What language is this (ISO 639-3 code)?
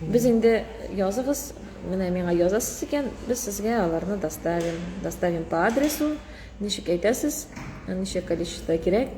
tat